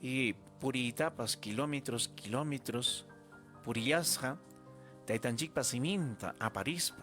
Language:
Ayacucho Quechua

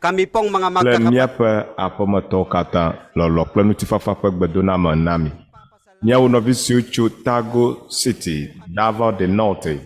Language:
Ewe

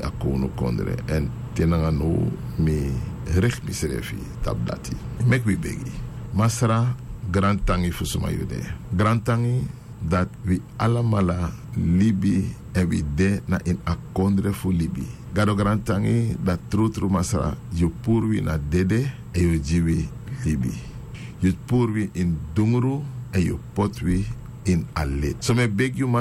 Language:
Sranan Tongo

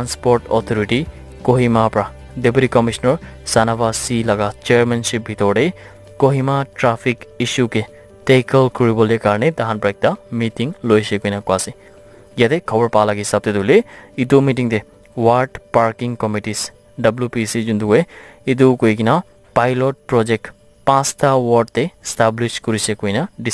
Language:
Naga Pidgin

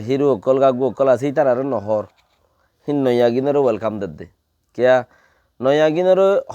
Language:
Rohingya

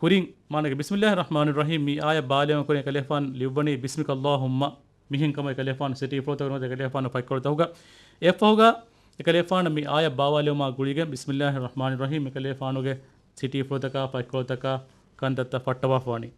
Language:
Divehi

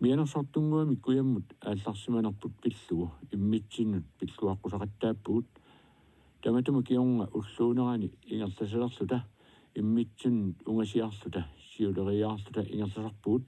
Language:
Kalaallisut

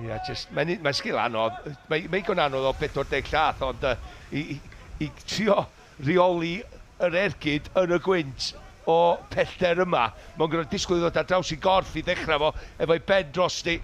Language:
Welsh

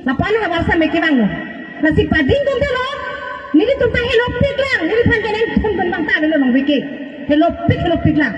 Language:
Karbi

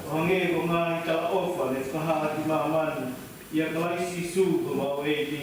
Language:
Tongan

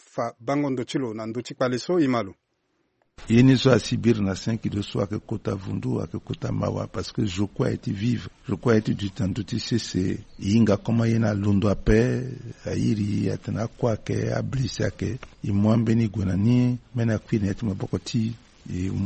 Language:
Sango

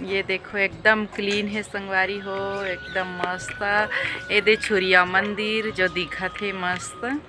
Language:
Chhattisgarhi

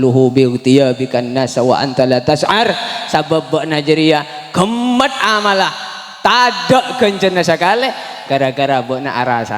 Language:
Madurese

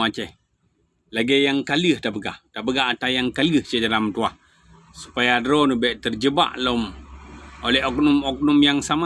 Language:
Achinese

